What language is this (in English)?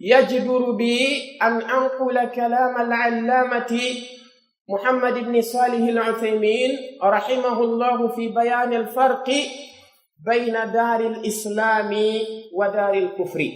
Pular